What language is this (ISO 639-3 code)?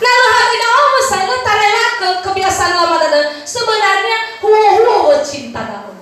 nia